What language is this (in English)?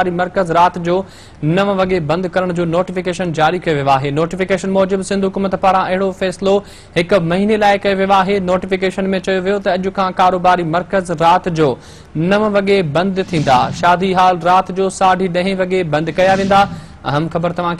Sindhi